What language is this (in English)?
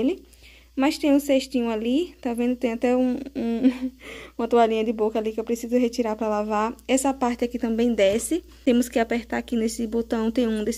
Portuguese